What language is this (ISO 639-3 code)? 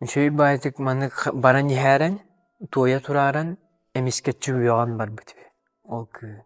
sah